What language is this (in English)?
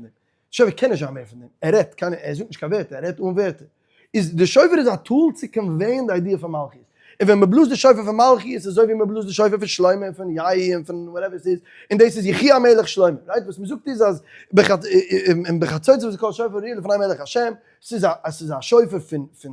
Yiddish